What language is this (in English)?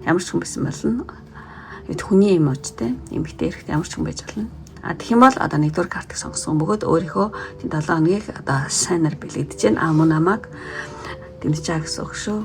Mongolian